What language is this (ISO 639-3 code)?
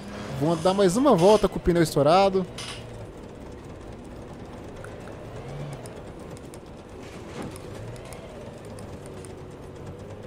por